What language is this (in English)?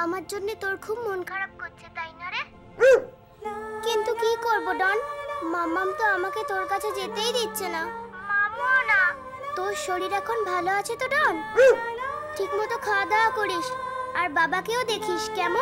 Bangla